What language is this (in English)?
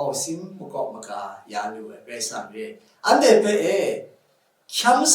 Kachin